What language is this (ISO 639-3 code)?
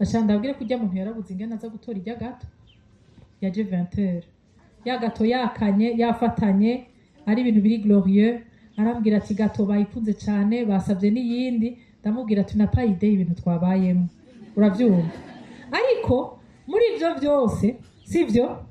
run